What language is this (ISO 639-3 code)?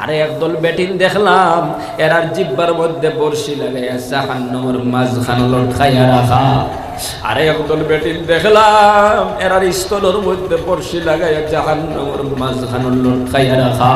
syl